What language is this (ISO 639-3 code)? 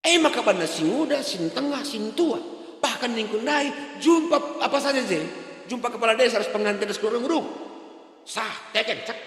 btx